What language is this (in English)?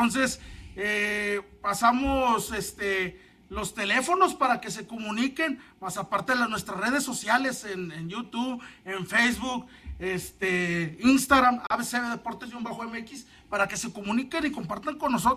Spanish